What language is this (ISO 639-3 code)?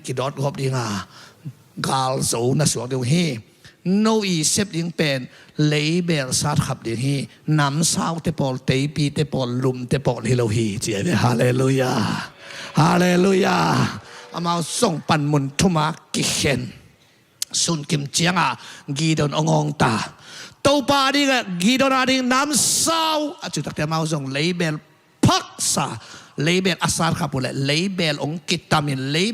ctd